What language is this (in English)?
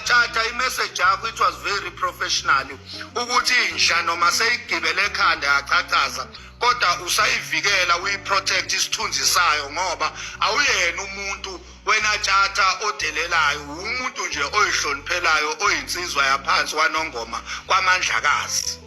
Zulu